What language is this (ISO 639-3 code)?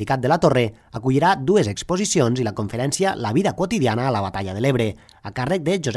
cat